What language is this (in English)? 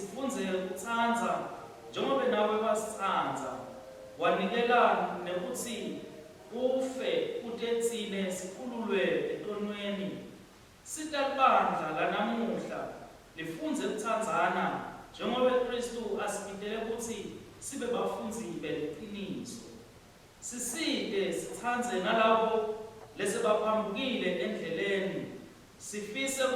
Swati